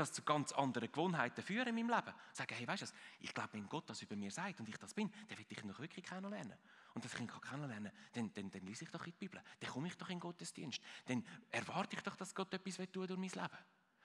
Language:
Swiss German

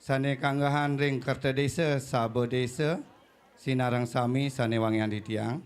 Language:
Balinese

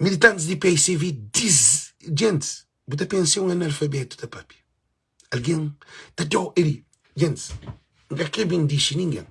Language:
Kabuverdianu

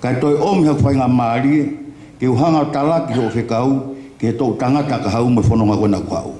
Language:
Tongan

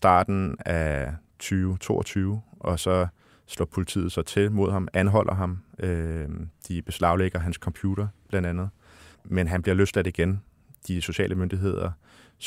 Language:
Danish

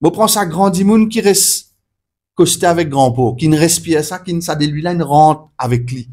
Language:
Morisyen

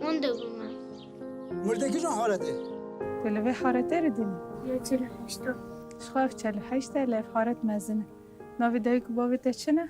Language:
Kurdish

